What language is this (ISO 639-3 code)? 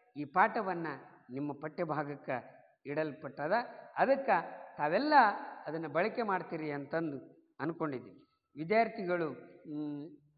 kan